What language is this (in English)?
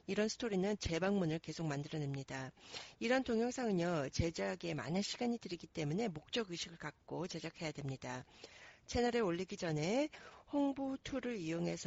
Korean